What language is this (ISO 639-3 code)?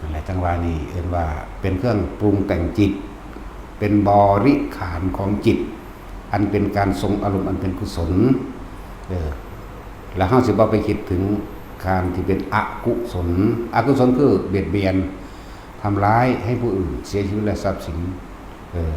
tts